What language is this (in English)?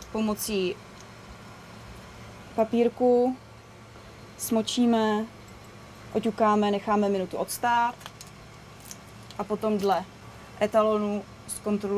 Czech